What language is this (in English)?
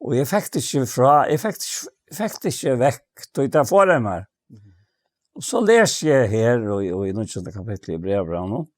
Faroese